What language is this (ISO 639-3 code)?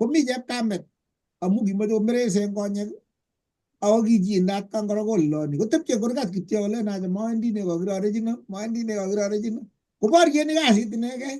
kln